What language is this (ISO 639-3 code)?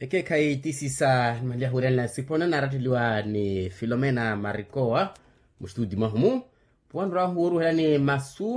vmw